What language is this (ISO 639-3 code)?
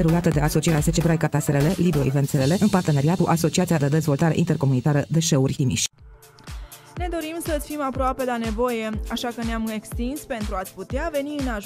ron